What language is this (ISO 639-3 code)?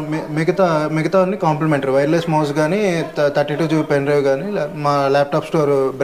tel